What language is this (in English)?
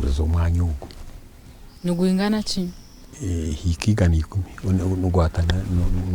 Nyankole